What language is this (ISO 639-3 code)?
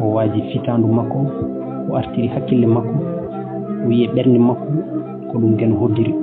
ful